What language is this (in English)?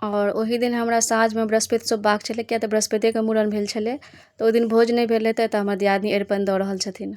Maithili